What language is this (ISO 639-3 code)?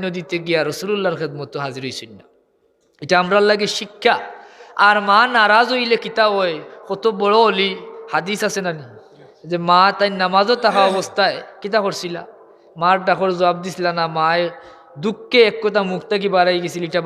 syl